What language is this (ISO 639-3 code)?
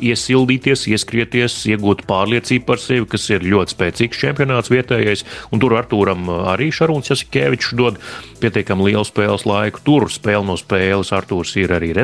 lav